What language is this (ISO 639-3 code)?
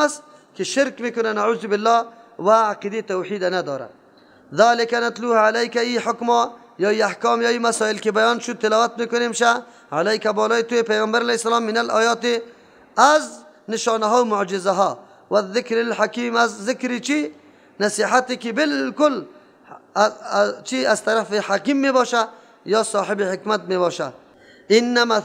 fas